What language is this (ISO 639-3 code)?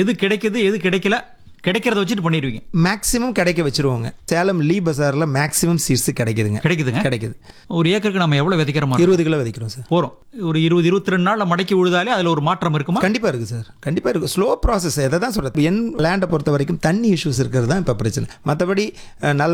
tam